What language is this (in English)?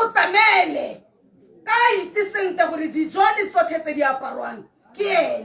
Tswana